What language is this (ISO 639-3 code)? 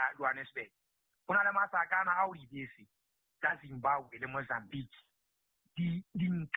sot